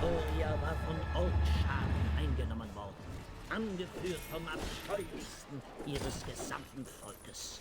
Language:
Swiss German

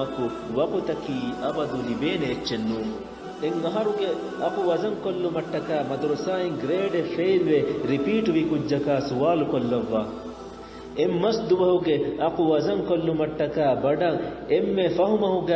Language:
Divehi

